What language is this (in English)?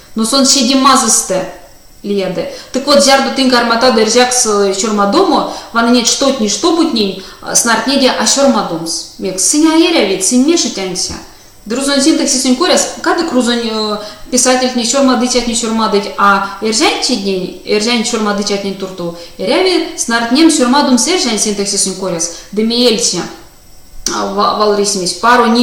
Erzya